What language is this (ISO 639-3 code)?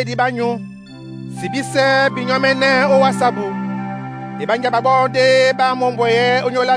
dua